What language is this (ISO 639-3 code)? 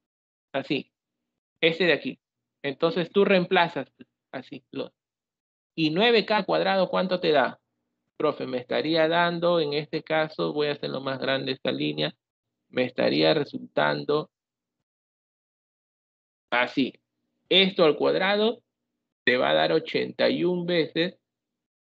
spa